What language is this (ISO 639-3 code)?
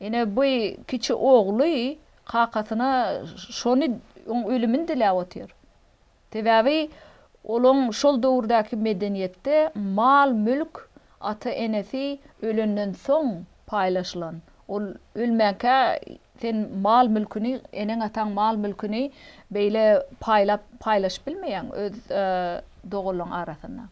tuk